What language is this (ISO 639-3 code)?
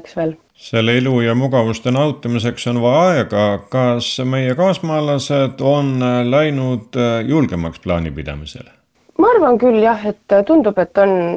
est